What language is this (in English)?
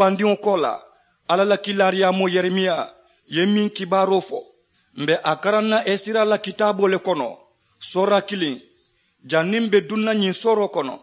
Mandingo